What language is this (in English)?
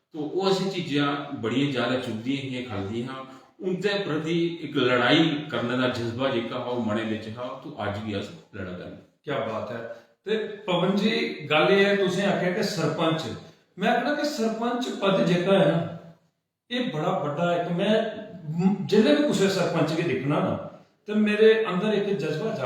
Dogri